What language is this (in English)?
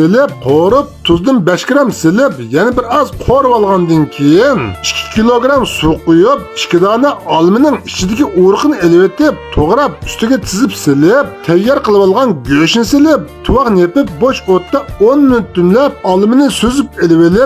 Uyghur